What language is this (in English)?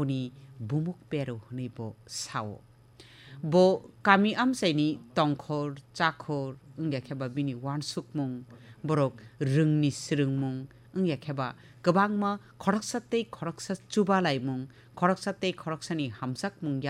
Kok Borok